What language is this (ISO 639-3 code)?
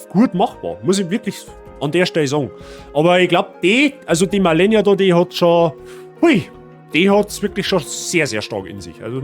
bar